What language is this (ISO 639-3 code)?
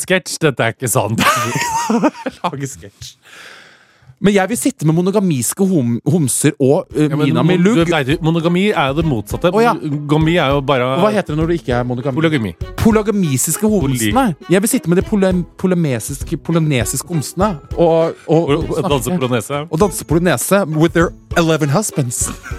nor